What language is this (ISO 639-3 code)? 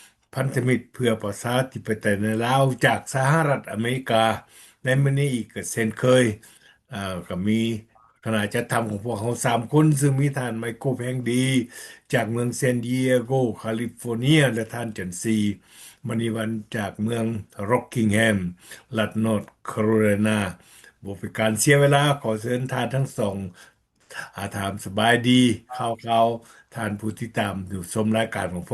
lao